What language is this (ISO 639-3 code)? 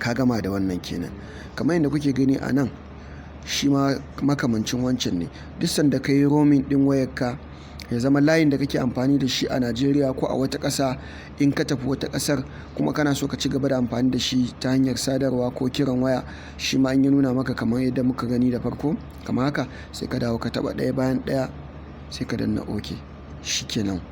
hau